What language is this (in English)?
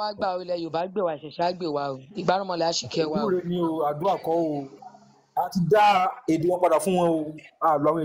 Yoruba